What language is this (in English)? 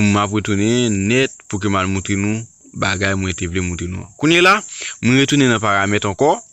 Haitian Creole